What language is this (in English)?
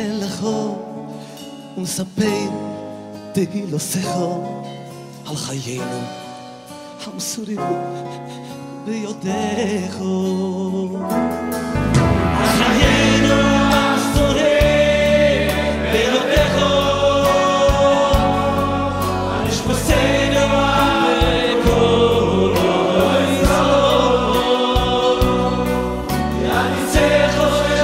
Hebrew